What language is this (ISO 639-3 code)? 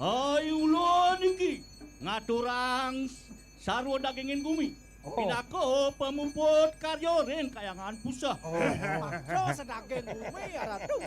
ban